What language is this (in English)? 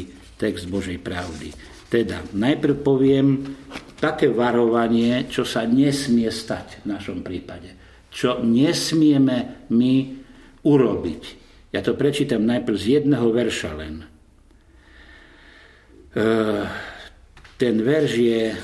Slovak